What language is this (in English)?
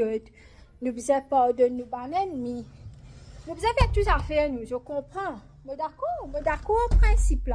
Morisyen